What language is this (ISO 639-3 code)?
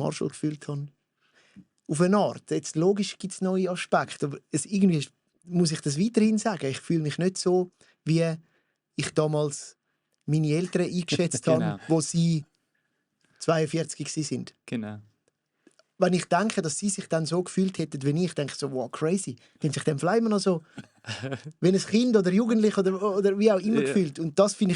gsw